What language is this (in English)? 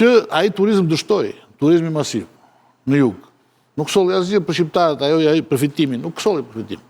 Albanian